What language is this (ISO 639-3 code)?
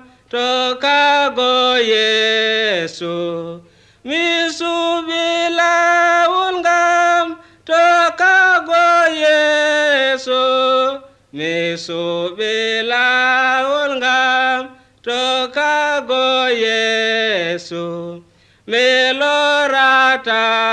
fuv